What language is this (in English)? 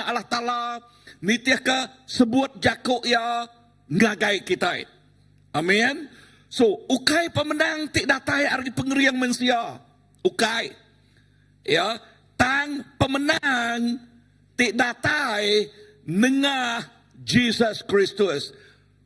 Iban